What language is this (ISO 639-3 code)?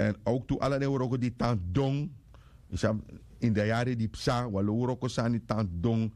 srn